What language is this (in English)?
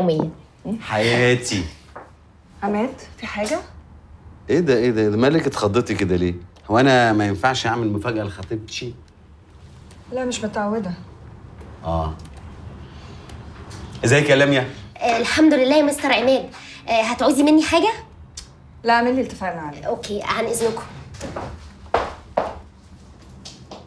Egyptian Arabic